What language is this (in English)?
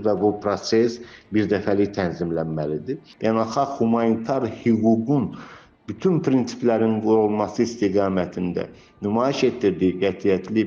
Azerbaijani